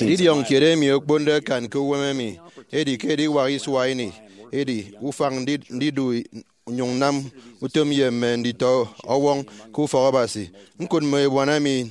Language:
Efik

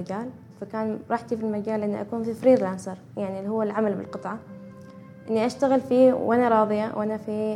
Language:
Gulf Arabic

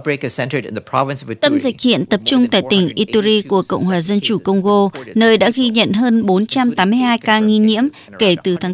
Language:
Vietnamese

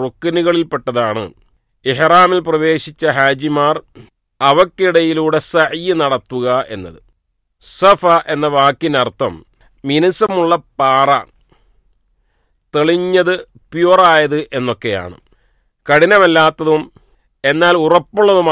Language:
Malayalam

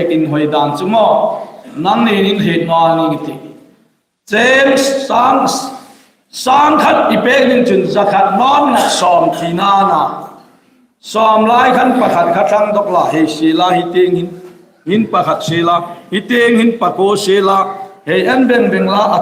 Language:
Hmar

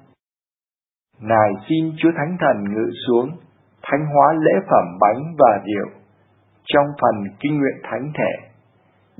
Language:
Vietnamese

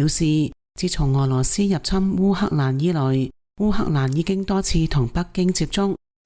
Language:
Cantonese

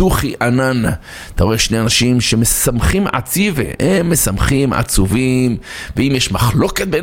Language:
Hebrew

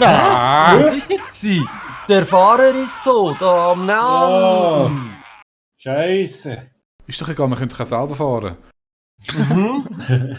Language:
Swiss German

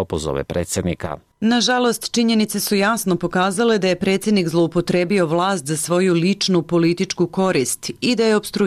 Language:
Bosnian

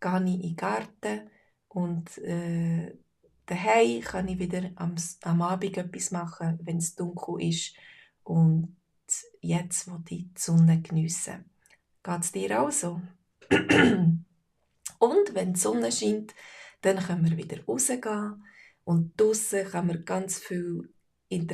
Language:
Swiss German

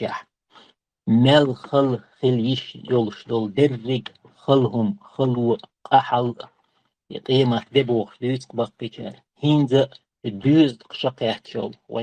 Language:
Chechen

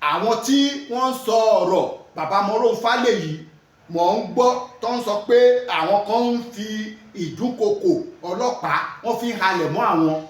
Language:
Yoruba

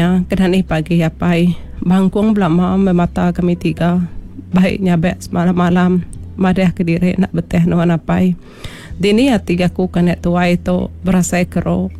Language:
Iban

